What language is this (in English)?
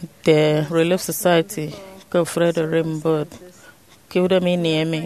Efik